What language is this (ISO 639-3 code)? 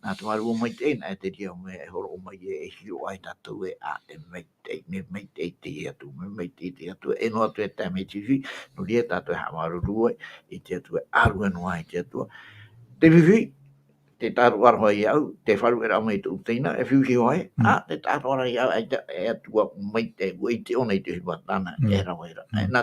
tah